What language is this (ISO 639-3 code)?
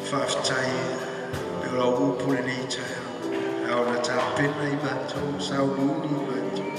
smo